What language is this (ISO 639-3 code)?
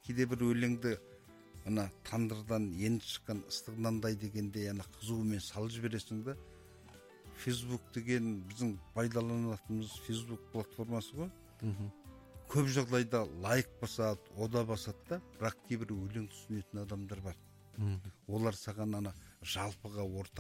kaz